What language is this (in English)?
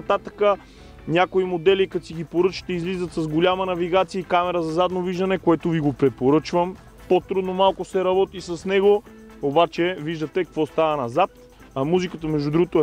Bulgarian